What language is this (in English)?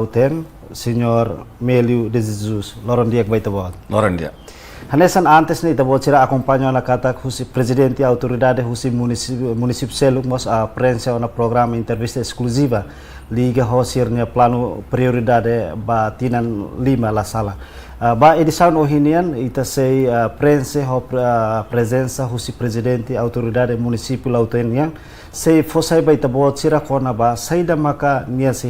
Tetum